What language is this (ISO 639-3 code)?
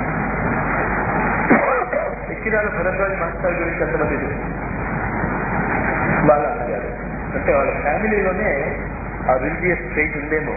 tel